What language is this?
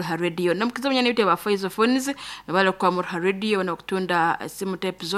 Nyoro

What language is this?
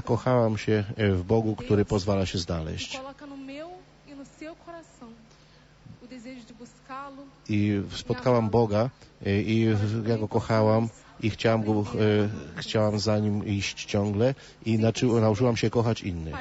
Polish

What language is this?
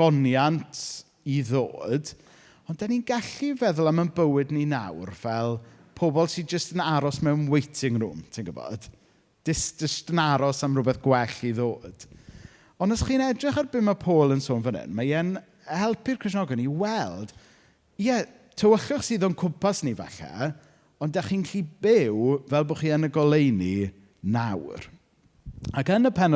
Welsh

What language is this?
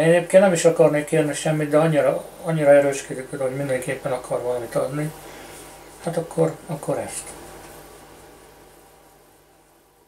Hungarian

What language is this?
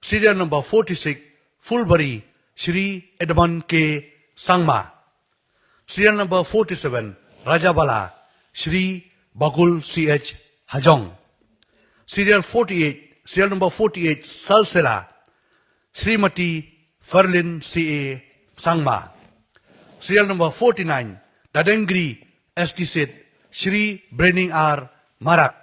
Khasi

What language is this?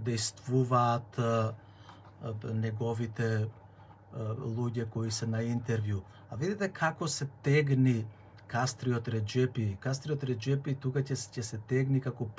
Macedonian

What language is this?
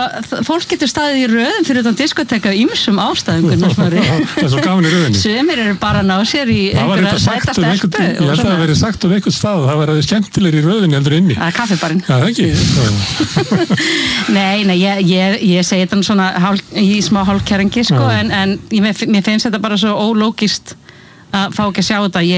Icelandic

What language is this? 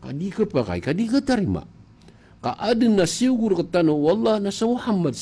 Maranao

